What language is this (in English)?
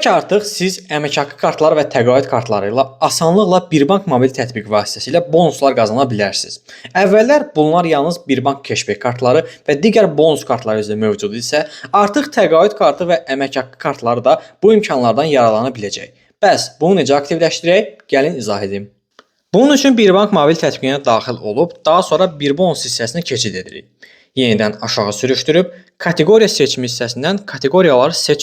Azerbaijani